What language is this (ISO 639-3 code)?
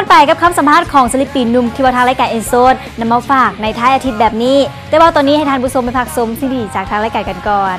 lao